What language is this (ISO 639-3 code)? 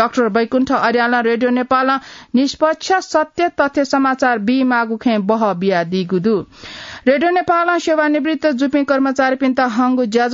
new